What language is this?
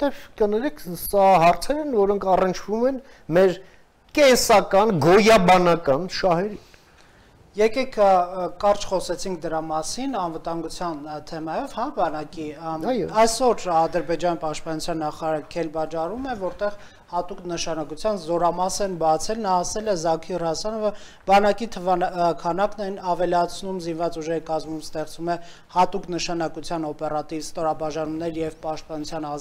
Armenian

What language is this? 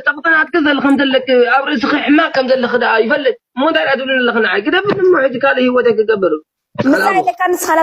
Tigrinya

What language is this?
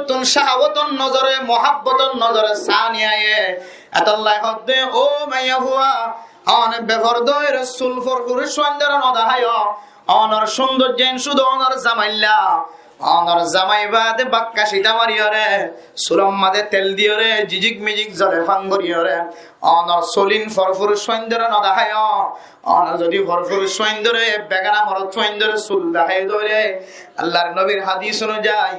Rohingya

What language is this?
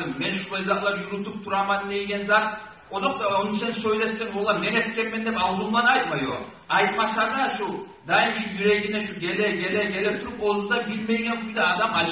Kumyk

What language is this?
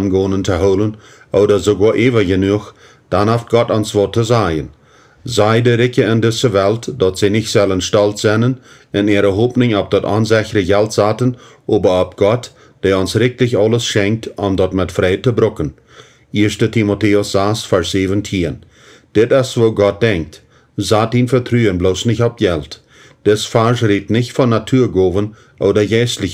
Plautdietsch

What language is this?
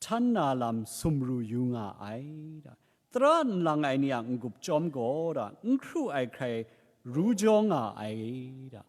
Kachin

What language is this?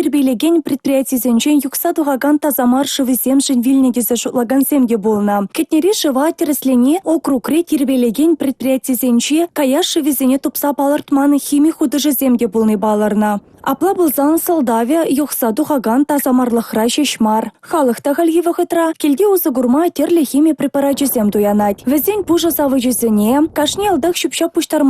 Chuvash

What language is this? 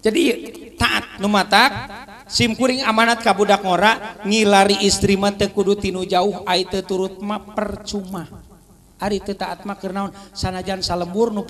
Sundanese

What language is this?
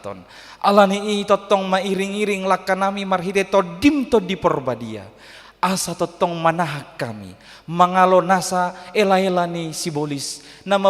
Batak Toba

